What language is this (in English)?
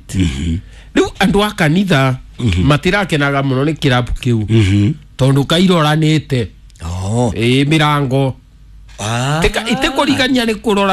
Kikuyu